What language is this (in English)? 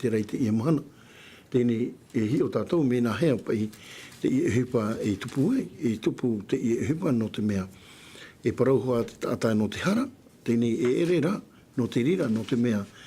Tahitian